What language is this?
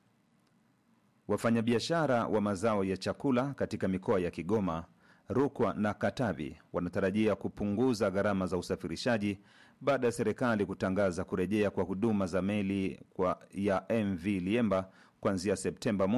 Swahili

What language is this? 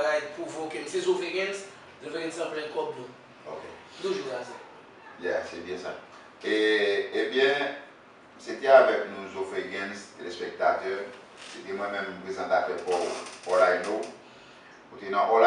Haitian Creole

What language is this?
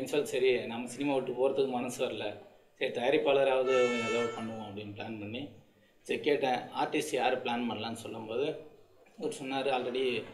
Tamil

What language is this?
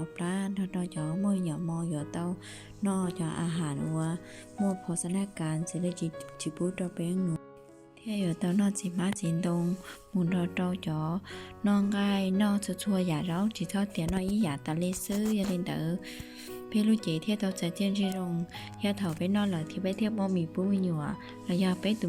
Hmong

